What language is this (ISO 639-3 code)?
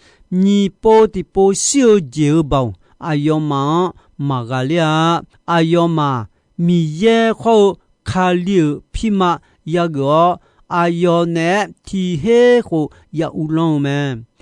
ahk